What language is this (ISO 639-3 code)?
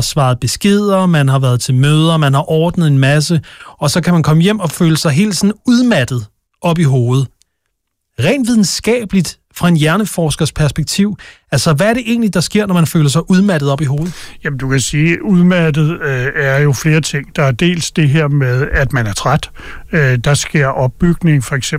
dan